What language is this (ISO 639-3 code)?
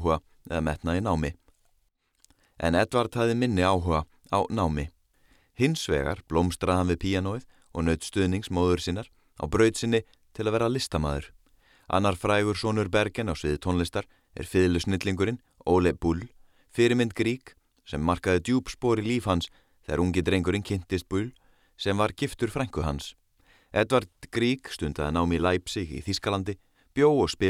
isl